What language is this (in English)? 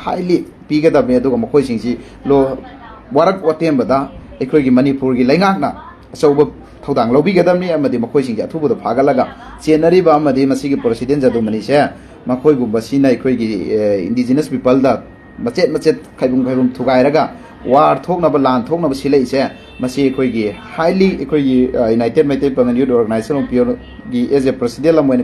Manipuri